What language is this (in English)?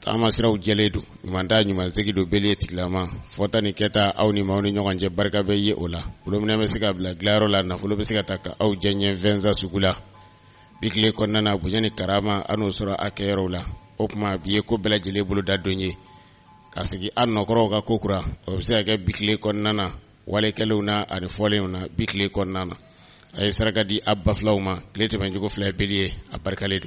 Bambara